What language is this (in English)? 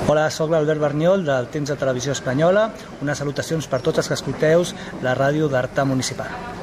Catalan